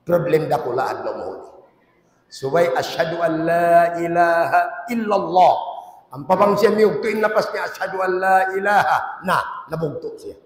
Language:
Tausug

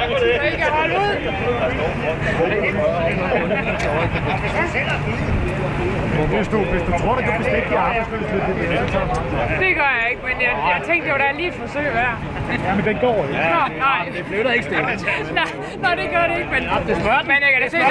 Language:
Danish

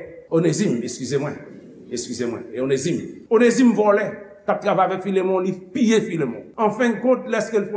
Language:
Haitian Creole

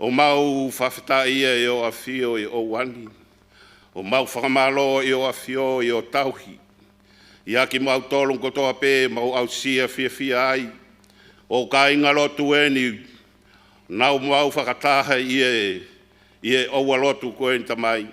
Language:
Tongan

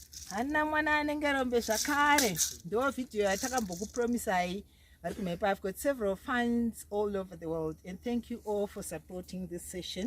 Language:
Shona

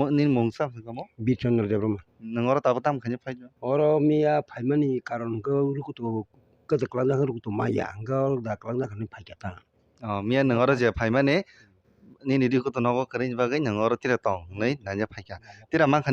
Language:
Kok Borok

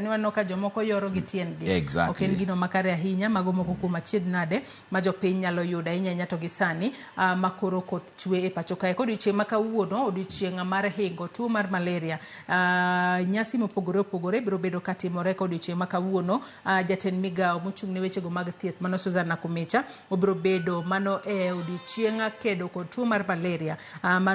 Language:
Luo (Kenya and Tanzania)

